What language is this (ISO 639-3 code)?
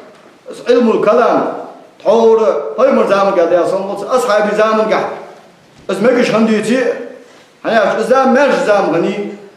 inh